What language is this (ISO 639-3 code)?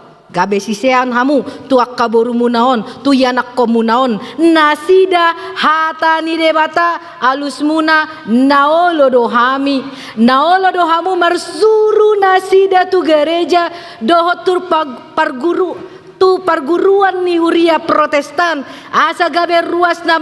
bbc